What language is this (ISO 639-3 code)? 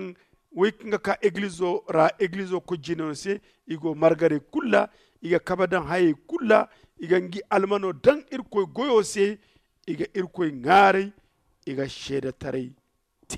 dje